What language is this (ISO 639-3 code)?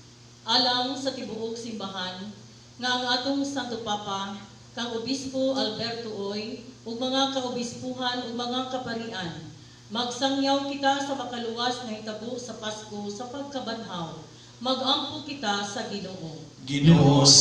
ceb